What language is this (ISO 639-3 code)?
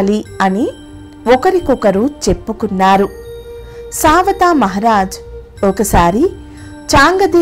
tel